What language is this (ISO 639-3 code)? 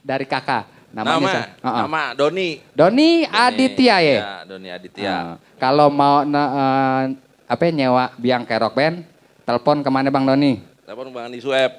bew